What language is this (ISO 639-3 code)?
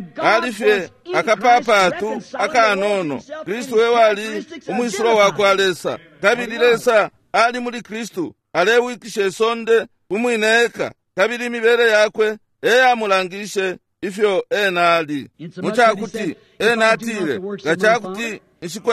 bem